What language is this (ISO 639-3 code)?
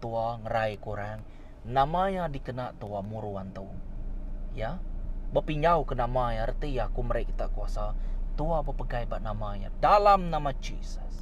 iba